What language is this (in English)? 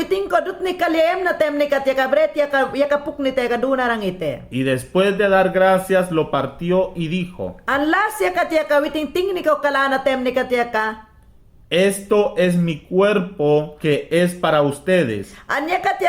Mayangna